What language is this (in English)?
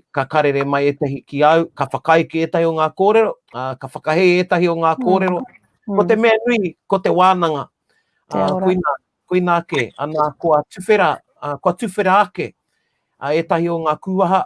Māori